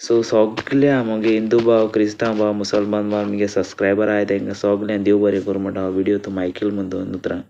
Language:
Konkani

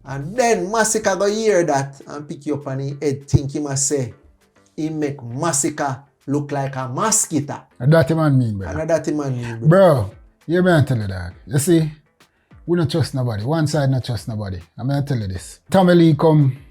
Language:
Jamaican Creole English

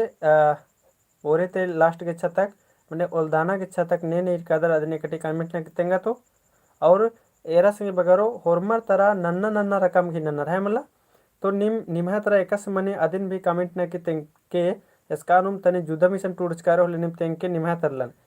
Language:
Kurukh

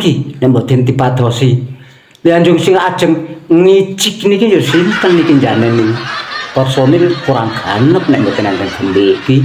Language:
Javanese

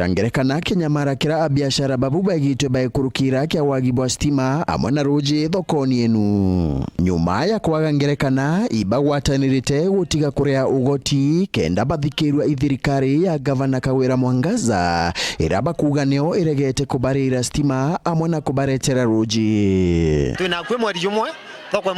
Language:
Meru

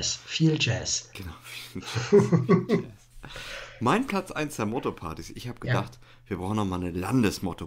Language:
German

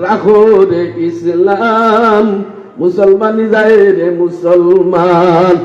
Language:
Sylheti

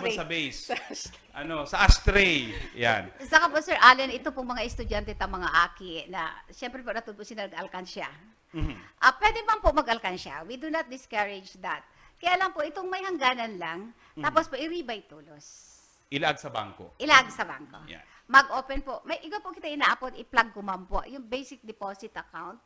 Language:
Bikol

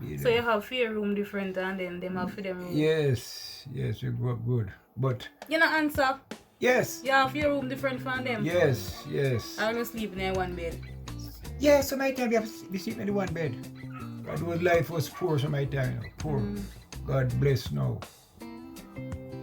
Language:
Jamaican Creole English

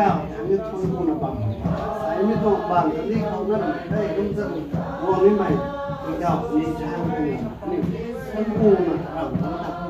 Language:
Rongmei Naga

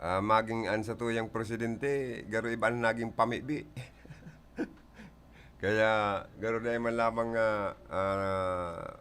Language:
Bikol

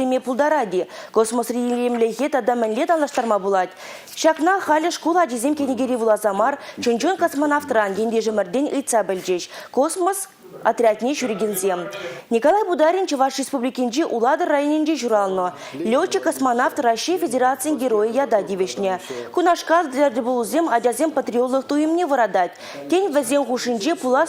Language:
Chuvash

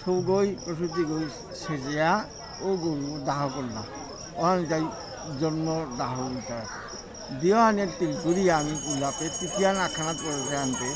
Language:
Bishnupriya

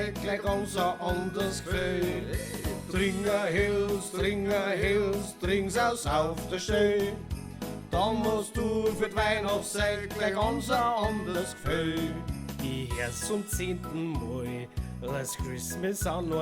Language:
Bavarian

